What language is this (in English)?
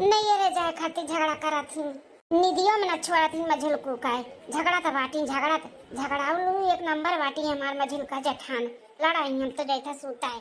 Awadhi